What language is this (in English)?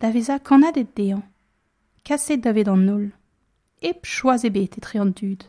Breton